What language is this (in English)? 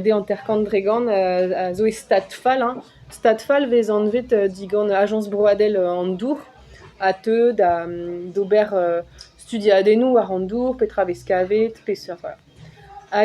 Breton